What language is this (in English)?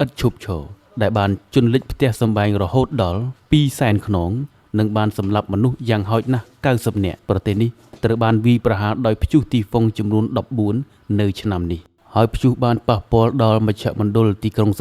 Khmer